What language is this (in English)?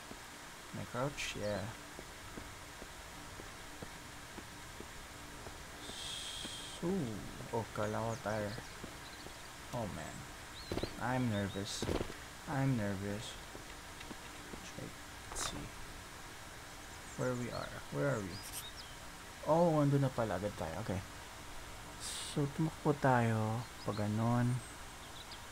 Filipino